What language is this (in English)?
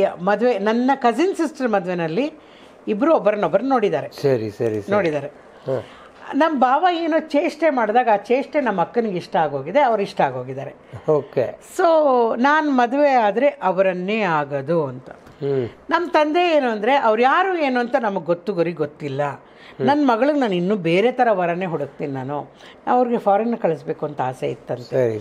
Kannada